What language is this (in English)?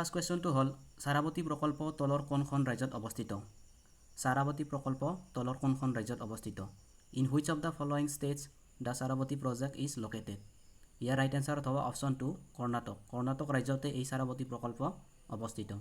Assamese